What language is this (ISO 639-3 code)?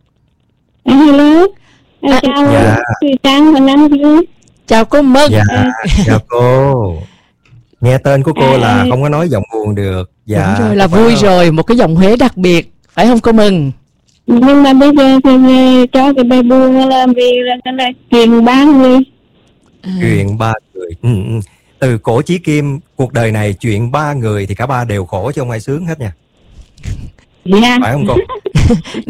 vie